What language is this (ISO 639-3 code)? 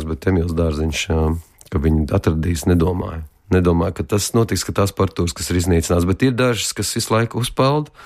lav